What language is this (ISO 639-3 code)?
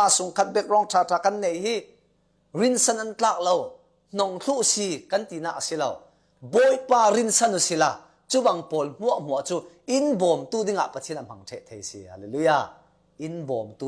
cfm